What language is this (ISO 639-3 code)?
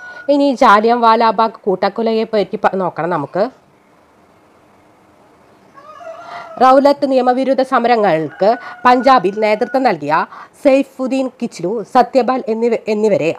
mal